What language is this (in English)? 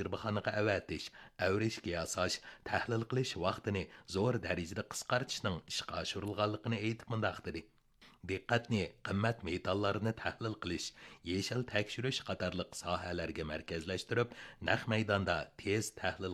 Uyghur